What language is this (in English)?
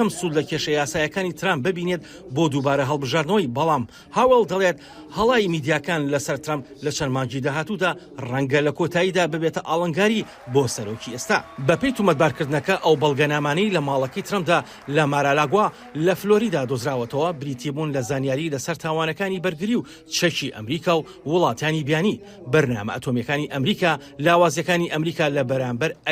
Central Kurdish